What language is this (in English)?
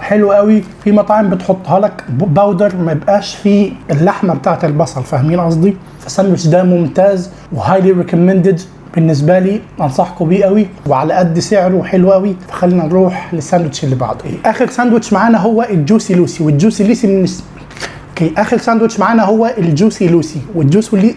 Egyptian Arabic